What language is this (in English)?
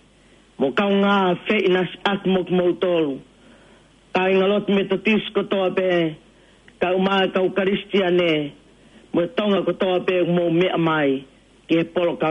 Tongan